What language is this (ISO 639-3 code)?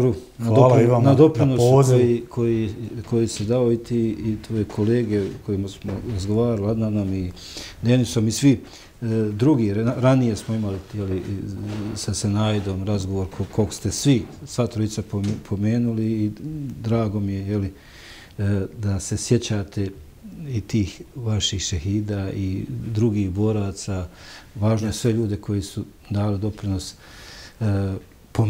bos